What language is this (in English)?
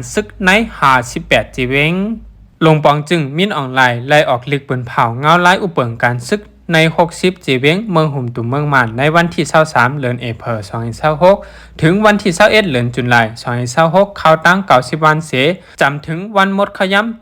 Shan